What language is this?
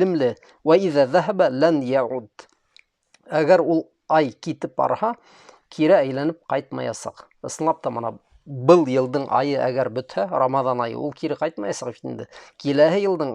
Bashkir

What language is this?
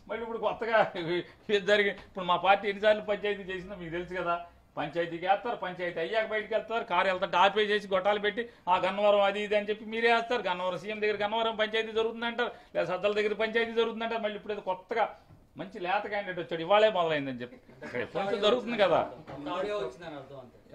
Telugu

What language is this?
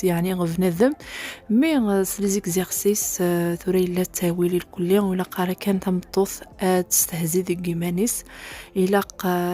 Kabyle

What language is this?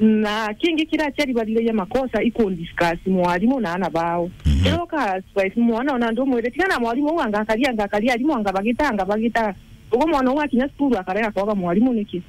Meru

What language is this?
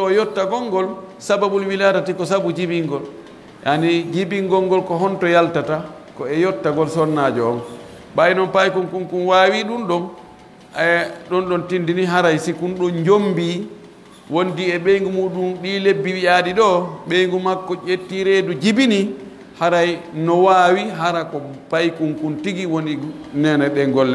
Pular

